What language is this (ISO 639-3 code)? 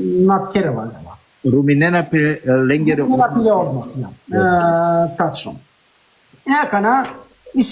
rmn